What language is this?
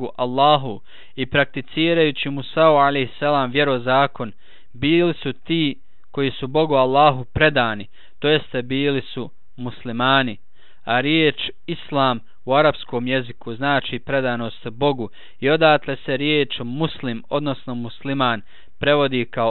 Bosnian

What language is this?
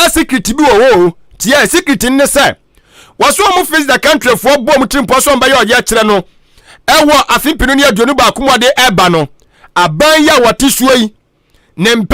Akan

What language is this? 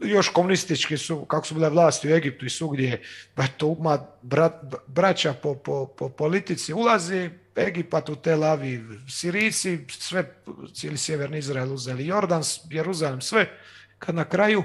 Croatian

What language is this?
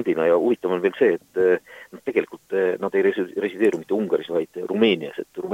Estonian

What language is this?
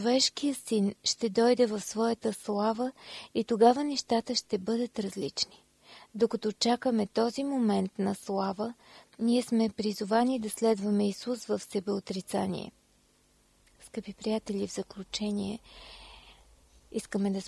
Bulgarian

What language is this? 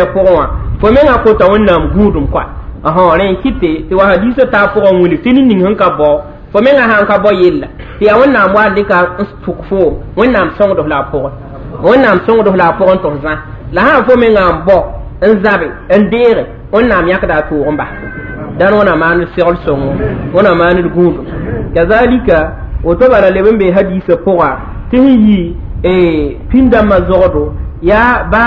Mossi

